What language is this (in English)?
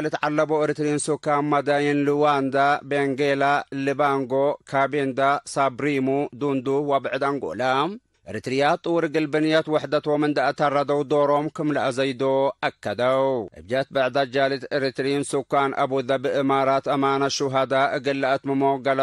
Tigre